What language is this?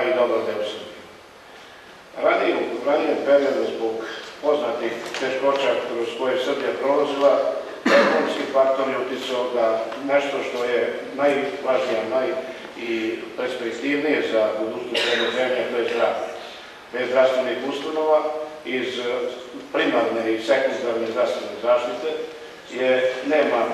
Serbian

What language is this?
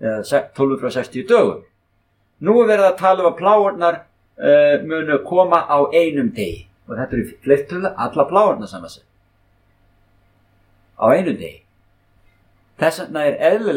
Icelandic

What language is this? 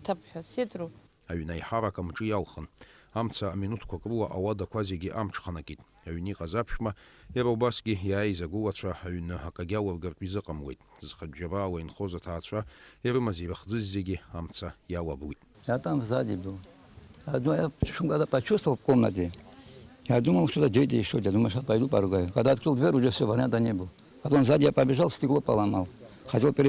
Abkhazian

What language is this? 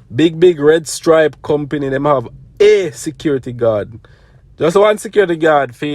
Jamaican Creole English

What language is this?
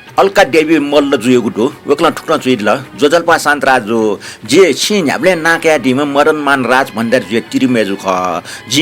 Newari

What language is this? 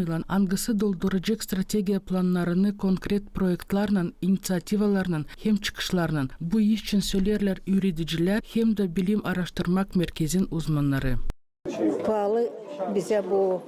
Gagauz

